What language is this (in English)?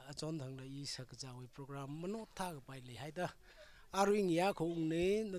Tangkhul Naga (India)